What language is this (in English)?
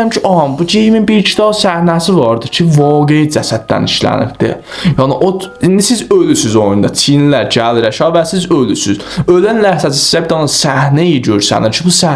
South Azerbaijani